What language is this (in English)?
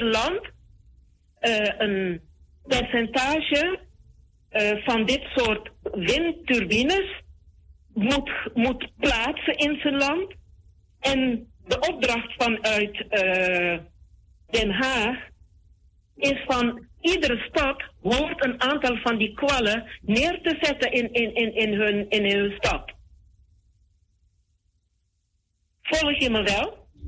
Dutch